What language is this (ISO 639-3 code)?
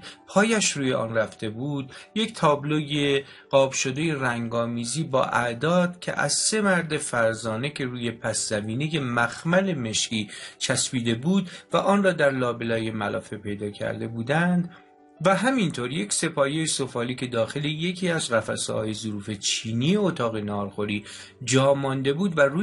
fas